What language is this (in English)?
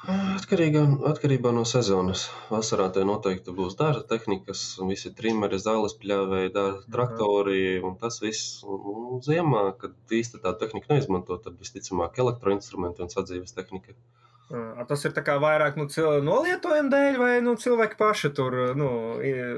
Latvian